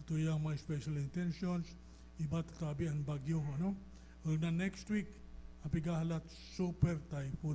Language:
Bikol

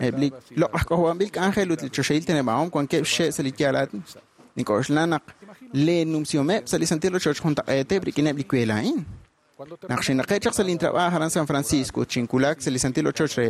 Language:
Kekchí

